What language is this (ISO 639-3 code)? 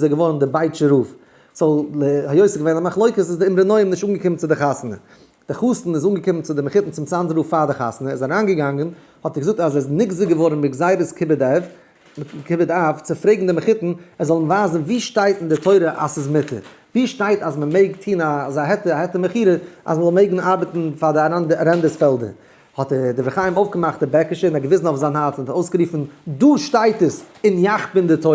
yid